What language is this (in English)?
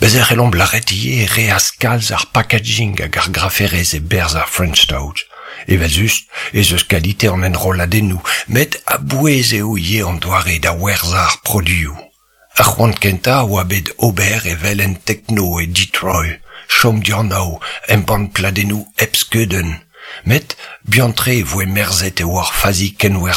Breton